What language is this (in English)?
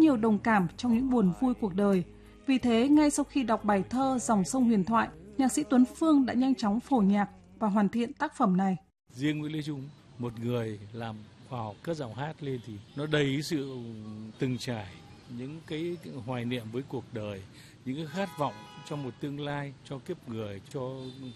Vietnamese